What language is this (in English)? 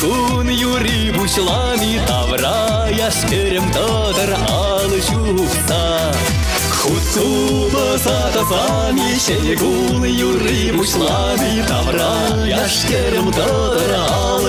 Chuvash